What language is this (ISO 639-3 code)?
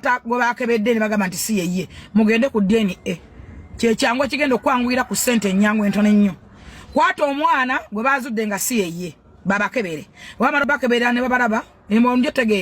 lug